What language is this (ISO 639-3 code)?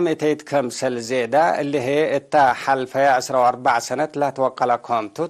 tig